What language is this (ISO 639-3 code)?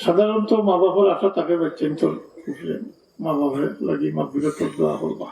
syl